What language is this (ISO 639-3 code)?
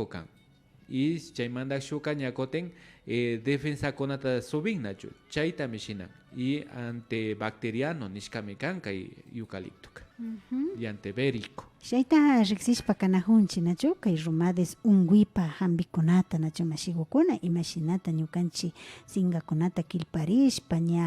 qvi